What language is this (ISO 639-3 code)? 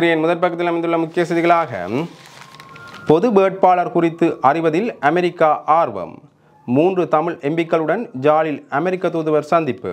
tam